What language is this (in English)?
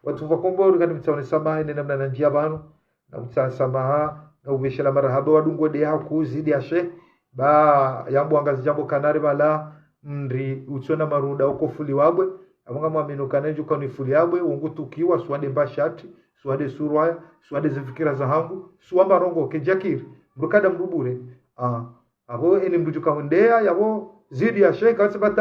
Ngazidja Comorian